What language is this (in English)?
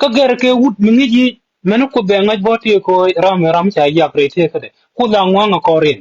Nuer